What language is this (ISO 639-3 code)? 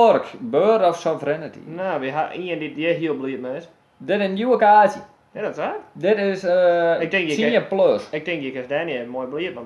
fry